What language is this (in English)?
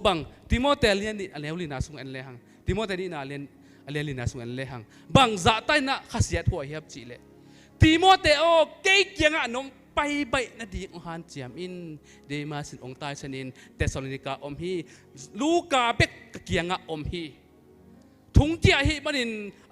Tedim Chin